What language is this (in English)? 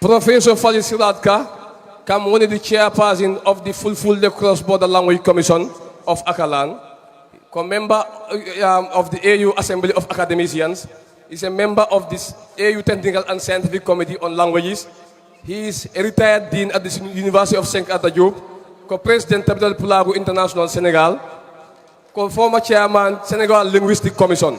Fula